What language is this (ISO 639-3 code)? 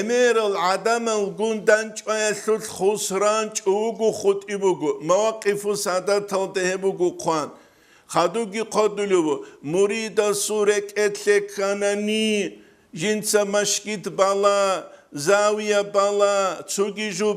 ava